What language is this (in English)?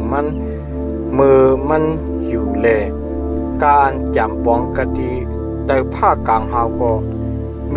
Shan